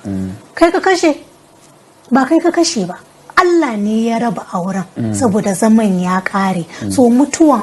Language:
Hausa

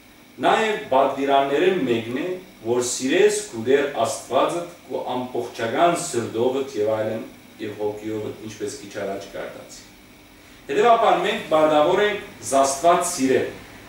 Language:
Western Armenian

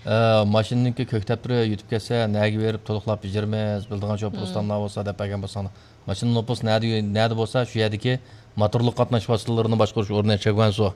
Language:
Uyghur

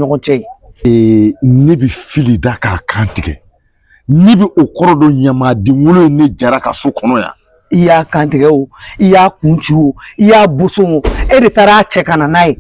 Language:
Bambara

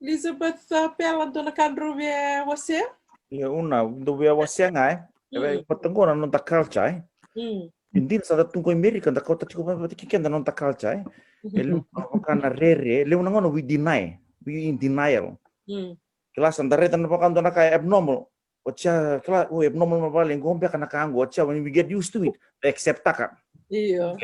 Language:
Fijian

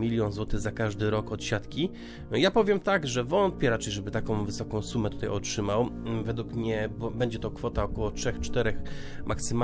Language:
Polish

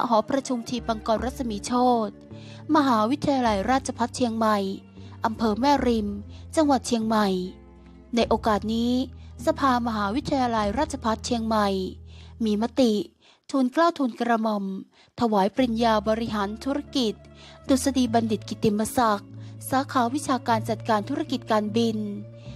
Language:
Thai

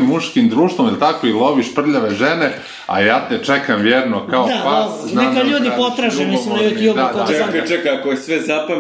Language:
Serbian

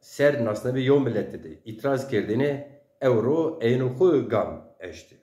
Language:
Zaza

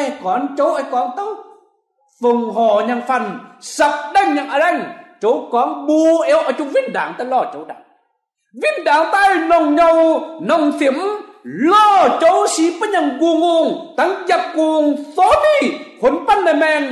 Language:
Kim Mun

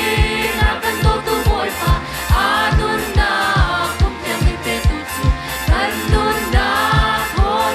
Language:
Hakha Chin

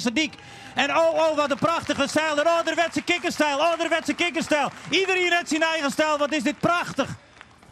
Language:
Western Frisian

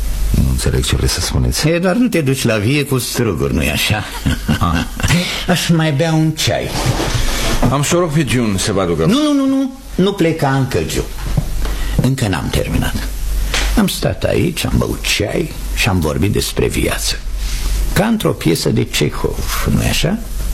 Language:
Romanian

